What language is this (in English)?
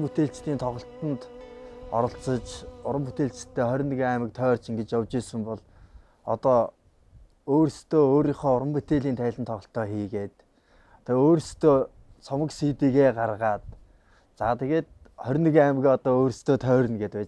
Mongolian